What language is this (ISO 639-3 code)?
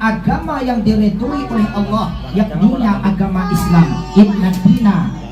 min